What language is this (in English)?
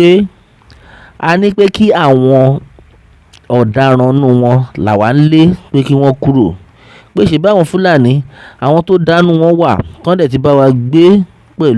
Yoruba